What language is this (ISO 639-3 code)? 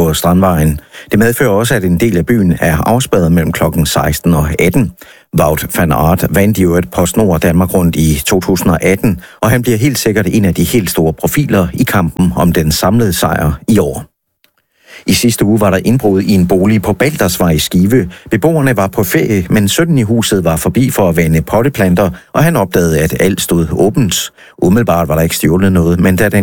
dan